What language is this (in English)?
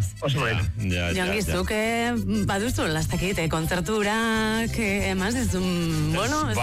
Basque